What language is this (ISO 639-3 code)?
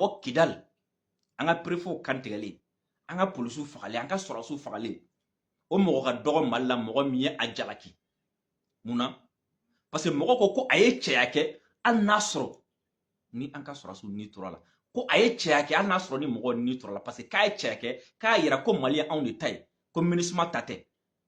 bam